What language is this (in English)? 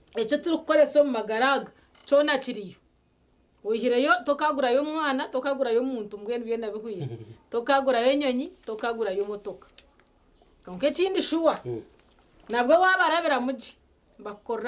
Nyankole